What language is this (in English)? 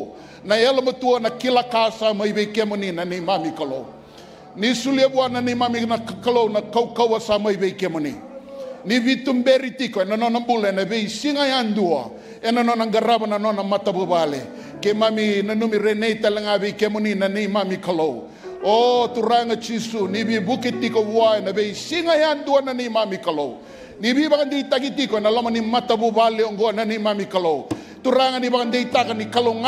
Fijian